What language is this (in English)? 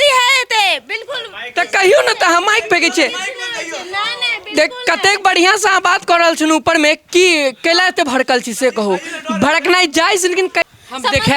Maithili